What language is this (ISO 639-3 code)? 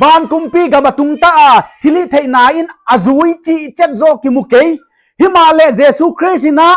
pck